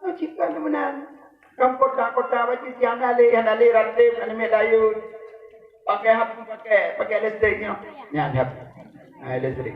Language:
Achinese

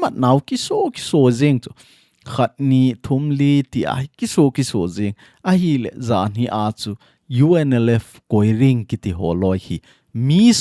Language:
Thado Chin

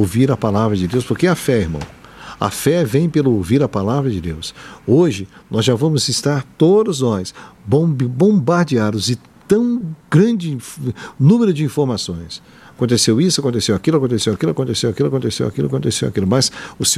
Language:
Portuguese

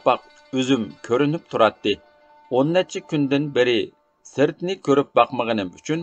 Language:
Uyghur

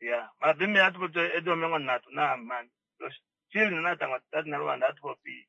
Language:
Kuanyama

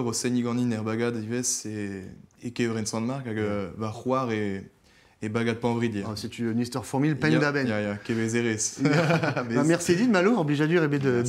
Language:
Breton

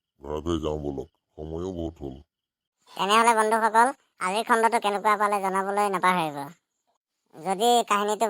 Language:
Assamese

